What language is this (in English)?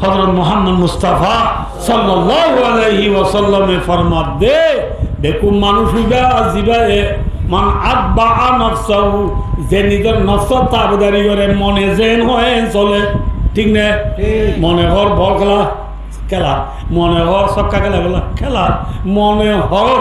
Rohingya